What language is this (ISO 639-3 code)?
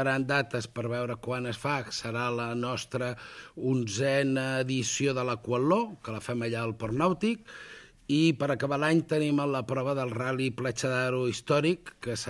cat